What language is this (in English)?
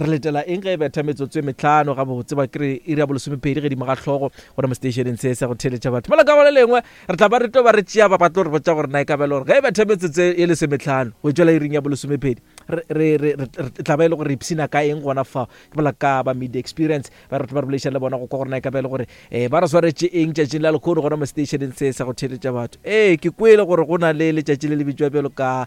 Northern Sotho